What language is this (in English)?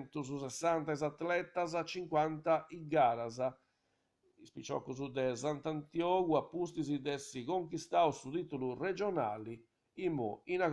Sardinian